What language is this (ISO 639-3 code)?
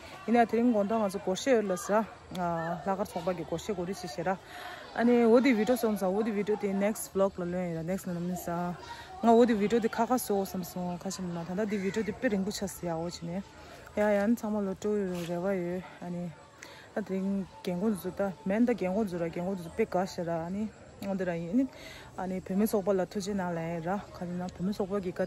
bod